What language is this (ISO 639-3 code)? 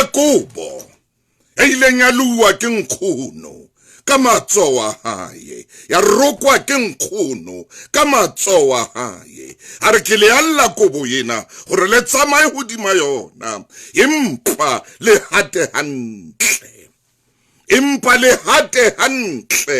sot